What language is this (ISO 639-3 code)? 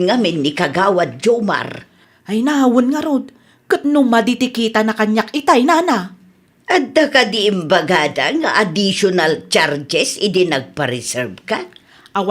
ilo